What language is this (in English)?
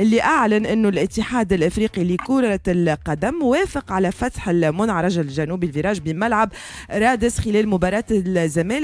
Tunisian Arabic